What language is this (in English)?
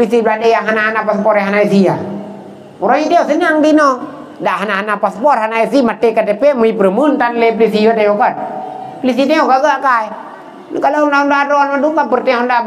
Achinese